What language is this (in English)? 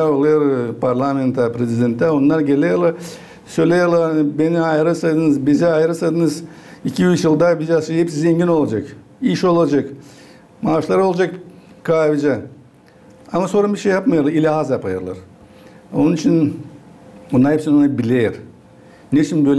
Gagauz